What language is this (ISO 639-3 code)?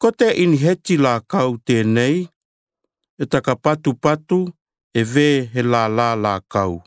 tkl